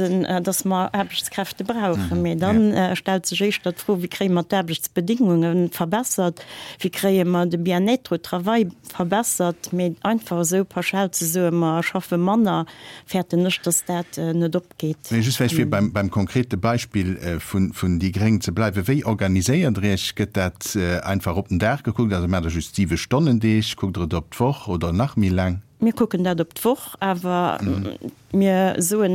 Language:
Luxembourgish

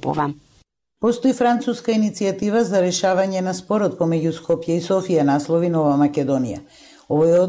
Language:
Macedonian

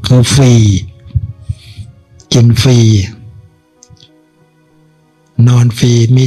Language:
Thai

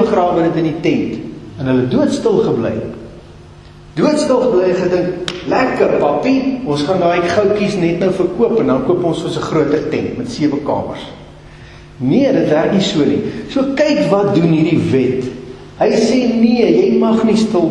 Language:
Afrikaans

